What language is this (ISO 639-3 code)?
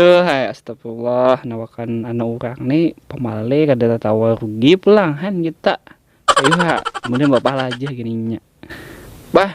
bjn